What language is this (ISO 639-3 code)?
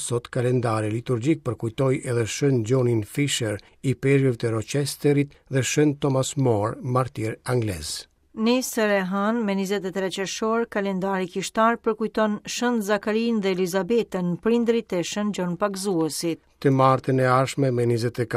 sqi